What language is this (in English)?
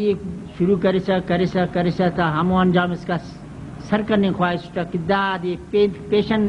Brahui